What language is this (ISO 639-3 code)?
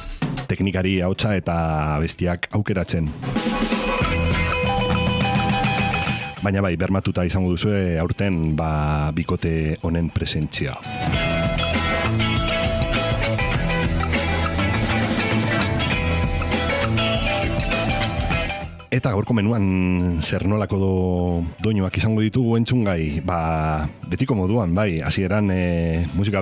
eus